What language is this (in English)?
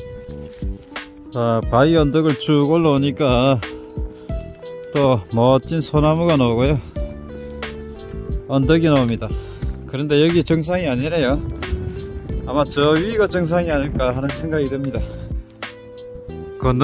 Korean